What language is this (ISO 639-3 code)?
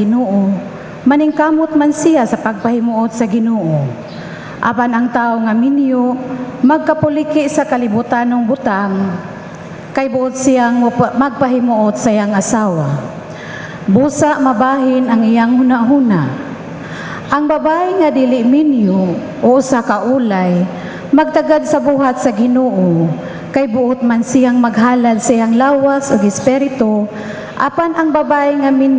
ceb